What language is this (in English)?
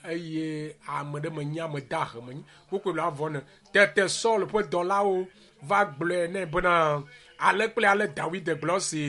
Ewe